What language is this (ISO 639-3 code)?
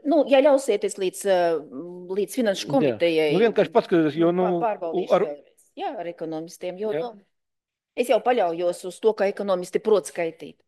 lav